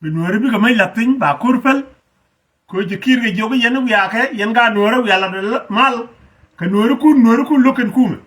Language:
Nuer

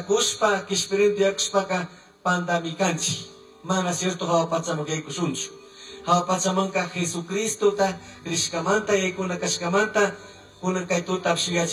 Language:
Chimborazo Highland Quichua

